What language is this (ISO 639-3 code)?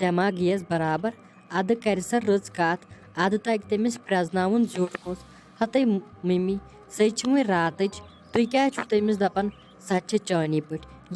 kas